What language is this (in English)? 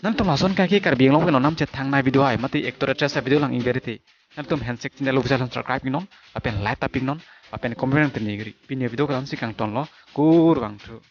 Karbi